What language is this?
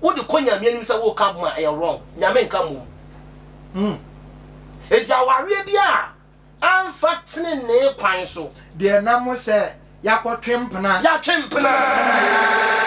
Akan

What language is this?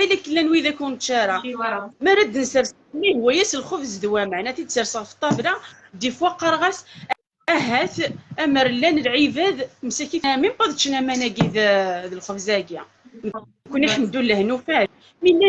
Kabyle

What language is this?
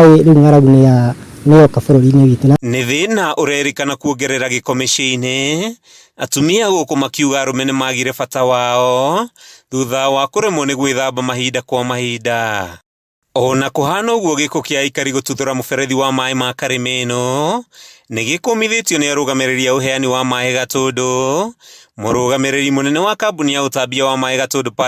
Kikuyu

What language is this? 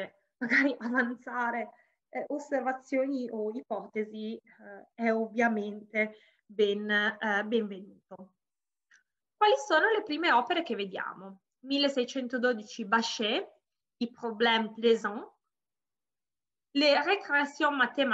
Italian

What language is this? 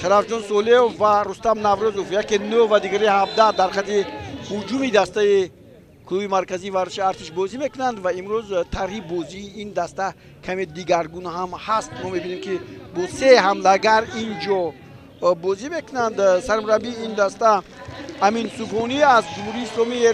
Tajik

